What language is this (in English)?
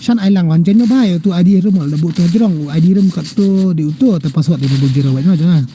Khasi